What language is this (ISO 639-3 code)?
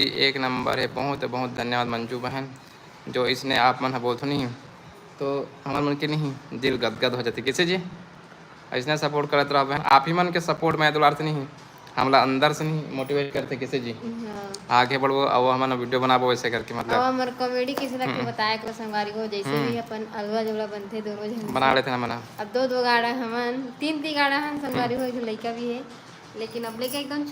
hne